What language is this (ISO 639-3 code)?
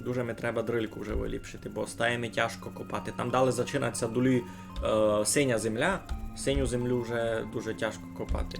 rue